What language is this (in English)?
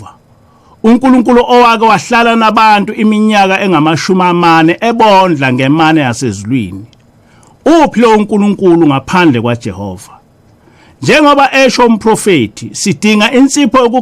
Zulu